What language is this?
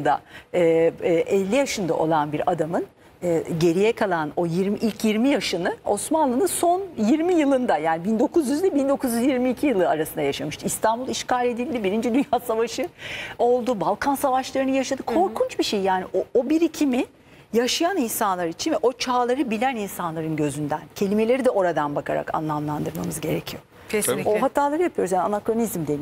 Turkish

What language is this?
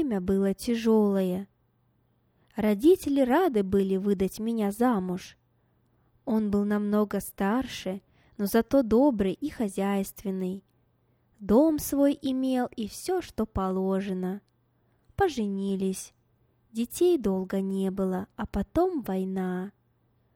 Russian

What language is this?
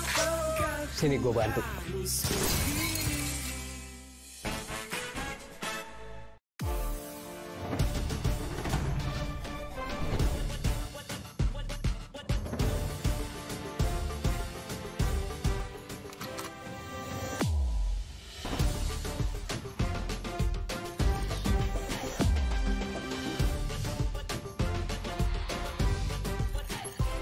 Indonesian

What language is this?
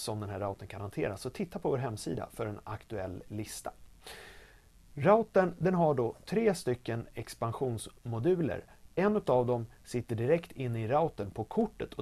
Swedish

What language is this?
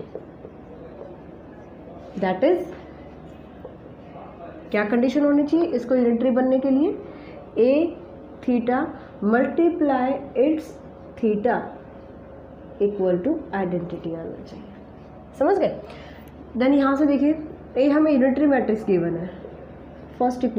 Hindi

